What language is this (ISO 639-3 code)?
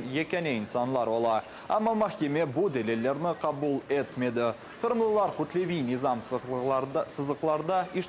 crh